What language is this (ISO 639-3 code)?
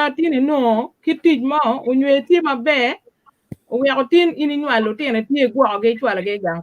ach